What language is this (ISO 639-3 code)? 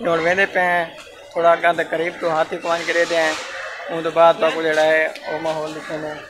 skr